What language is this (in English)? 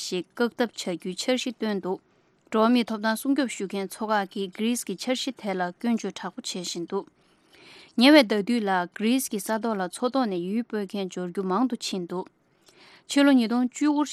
Tibetan